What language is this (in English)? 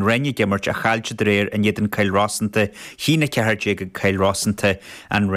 Irish